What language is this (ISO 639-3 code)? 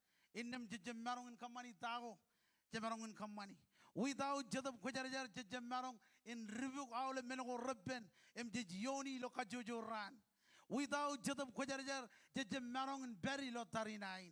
mah